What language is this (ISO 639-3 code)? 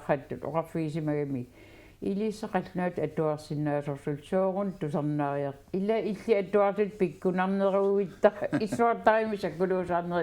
kal